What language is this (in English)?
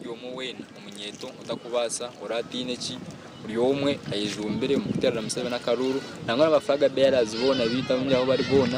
Nyankole